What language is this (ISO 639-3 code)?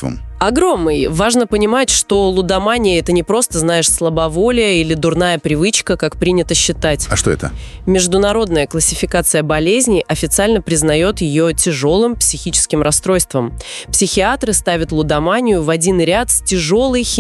rus